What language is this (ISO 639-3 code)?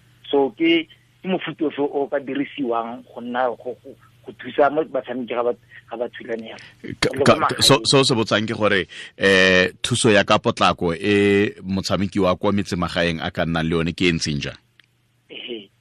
tsn